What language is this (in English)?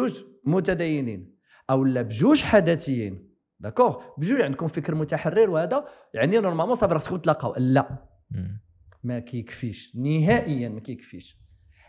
Moroccan Arabic